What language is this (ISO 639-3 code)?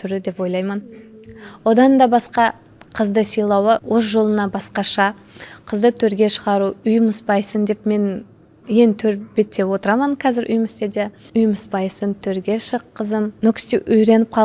kaa